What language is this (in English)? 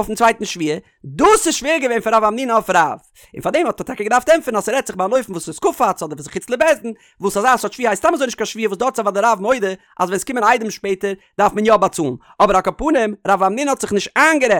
Yiddish